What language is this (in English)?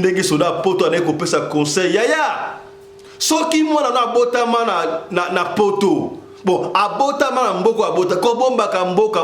Lingala